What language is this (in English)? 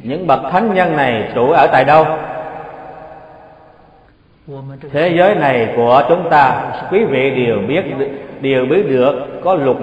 Vietnamese